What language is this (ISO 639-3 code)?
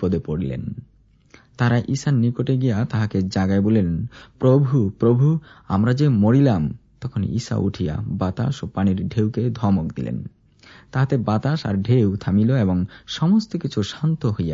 ben